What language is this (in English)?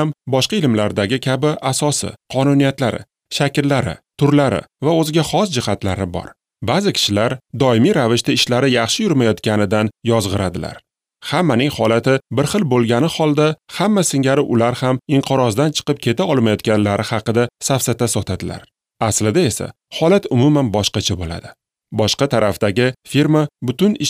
Uzbek